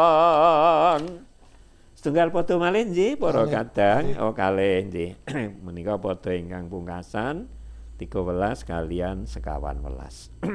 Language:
Javanese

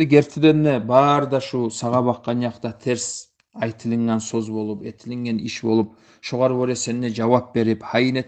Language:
Kumyk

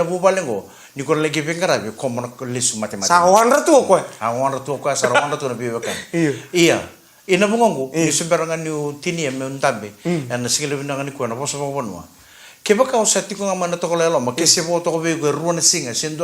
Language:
Fijian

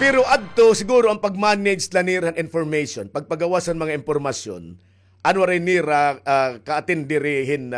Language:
Waray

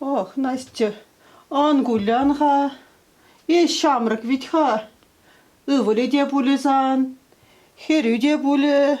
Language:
Chuvash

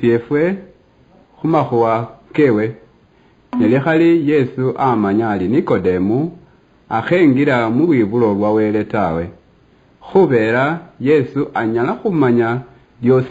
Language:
Luyia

